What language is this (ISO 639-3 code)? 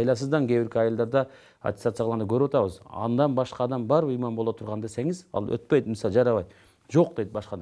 kir